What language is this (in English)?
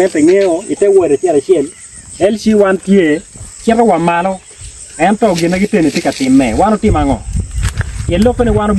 Acoli